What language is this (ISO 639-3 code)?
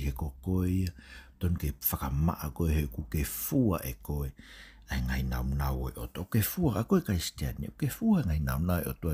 ton